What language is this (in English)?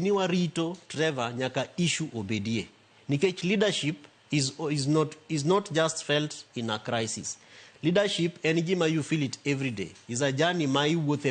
Luo (Kenya and Tanzania)